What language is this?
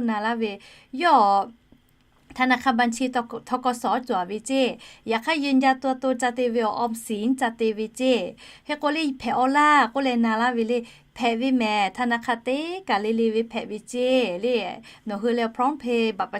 Lahu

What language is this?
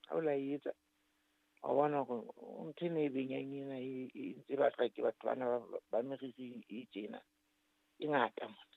Southern Sotho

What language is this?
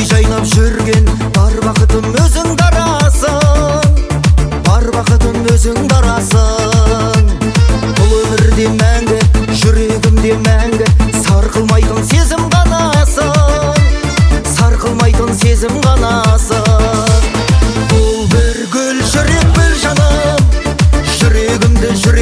Kazakh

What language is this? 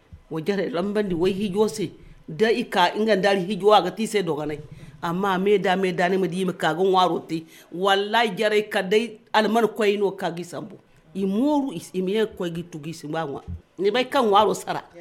Zarma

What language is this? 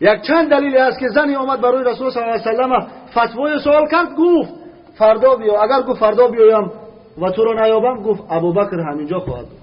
Tajik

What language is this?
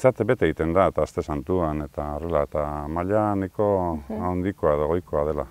Basque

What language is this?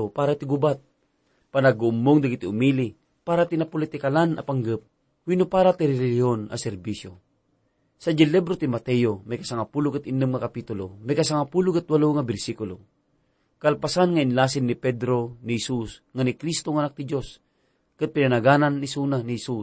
Iloko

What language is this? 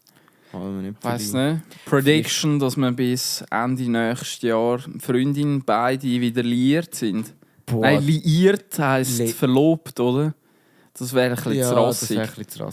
Swiss German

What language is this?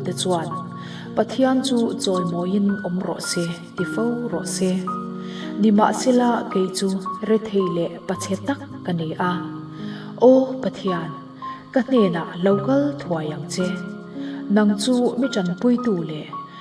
Mizo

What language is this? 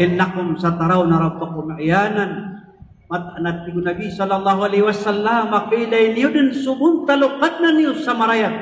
Maranao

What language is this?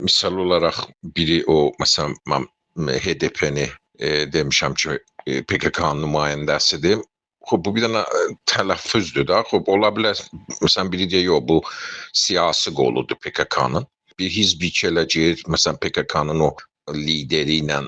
South Azerbaijani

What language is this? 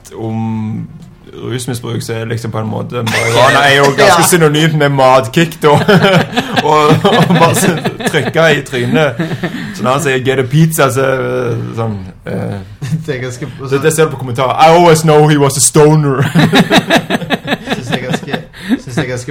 Norwegian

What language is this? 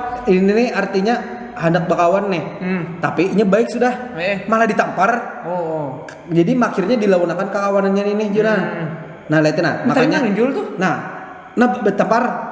Banjar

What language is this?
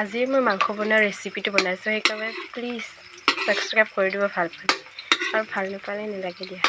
Assamese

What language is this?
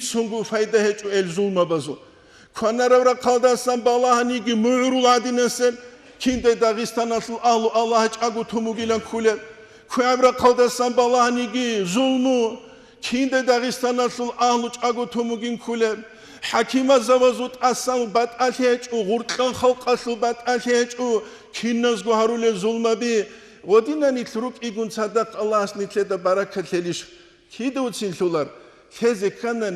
Avaric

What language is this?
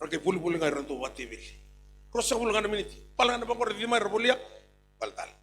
Fijian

